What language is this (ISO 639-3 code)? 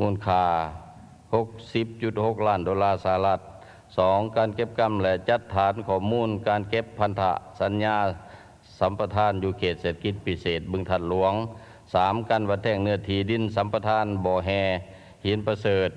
lao